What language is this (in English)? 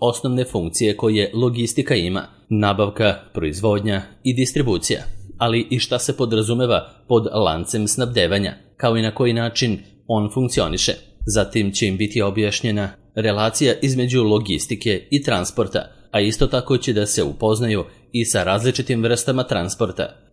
Serbian